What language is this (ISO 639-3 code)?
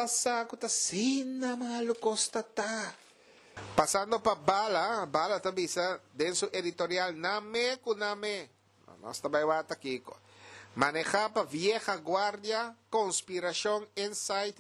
pap